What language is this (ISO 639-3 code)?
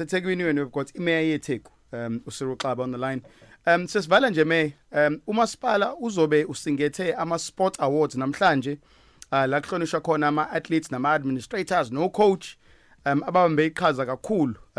zul